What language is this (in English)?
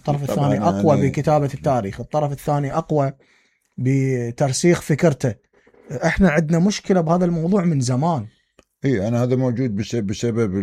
Mesopotamian Arabic